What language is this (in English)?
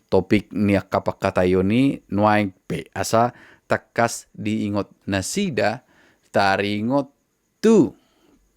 Batak Toba